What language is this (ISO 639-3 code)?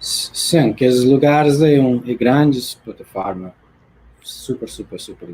kea